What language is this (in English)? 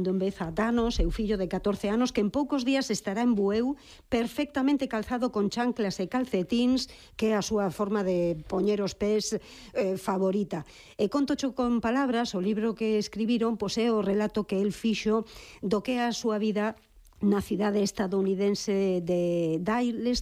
Galician